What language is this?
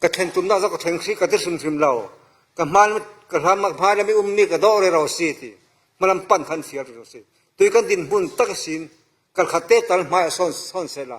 Falam Chin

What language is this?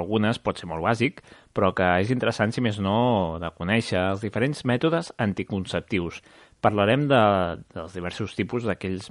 Catalan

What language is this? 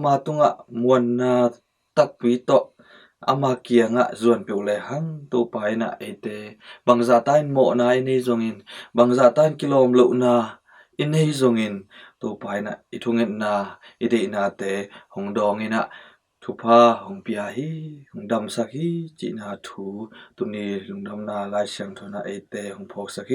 Tedim Chin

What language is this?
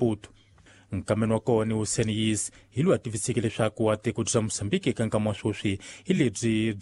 Tsonga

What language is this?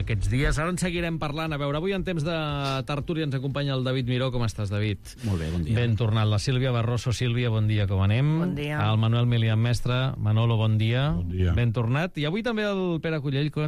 Catalan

